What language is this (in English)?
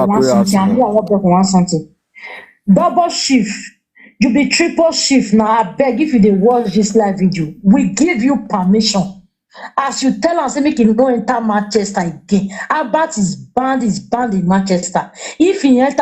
Nigerian Pidgin